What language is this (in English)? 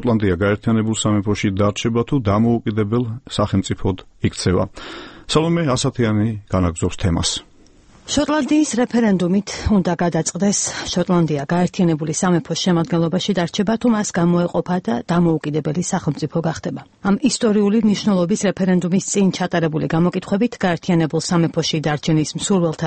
Georgian